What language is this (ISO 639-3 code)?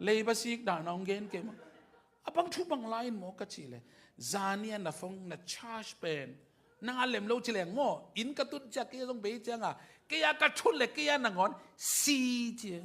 ctd